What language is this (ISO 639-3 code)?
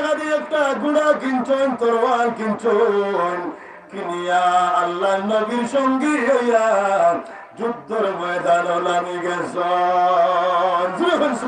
syl